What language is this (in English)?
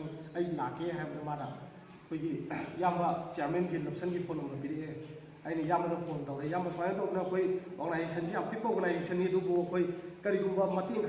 Manipuri